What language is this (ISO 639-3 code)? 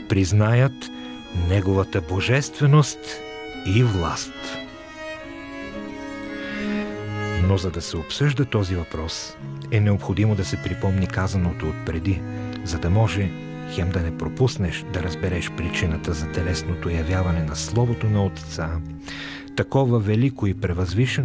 bul